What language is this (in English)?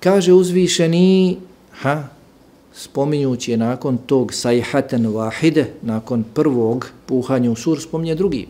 Bosnian